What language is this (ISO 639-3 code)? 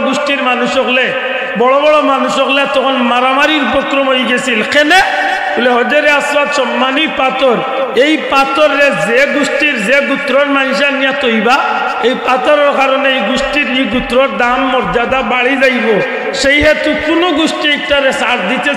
syl